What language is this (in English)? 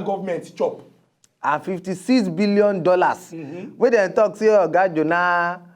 Nigerian Pidgin